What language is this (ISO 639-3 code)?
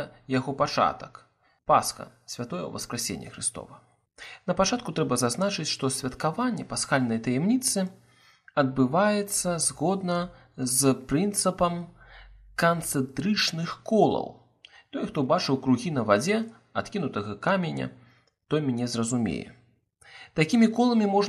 bel